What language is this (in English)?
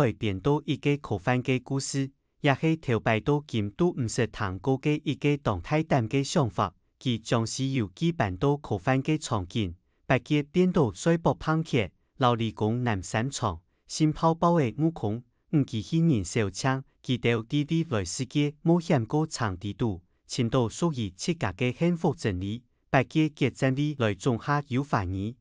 Hakka Chinese